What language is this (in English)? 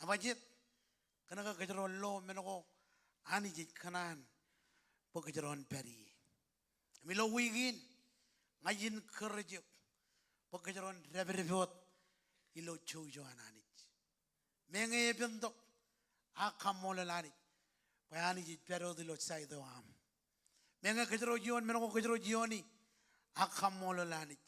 Marshallese